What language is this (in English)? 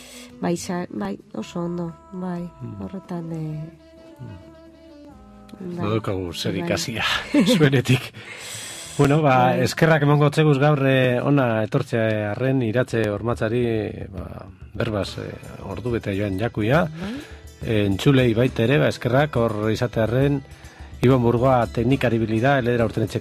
Basque